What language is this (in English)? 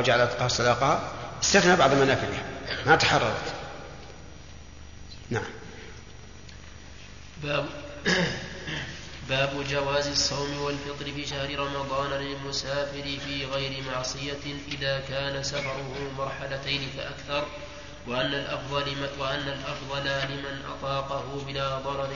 Arabic